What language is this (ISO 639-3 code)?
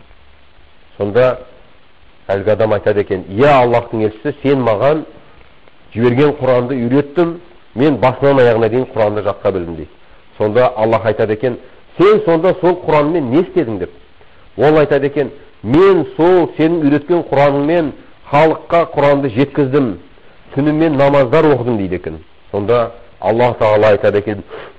kaz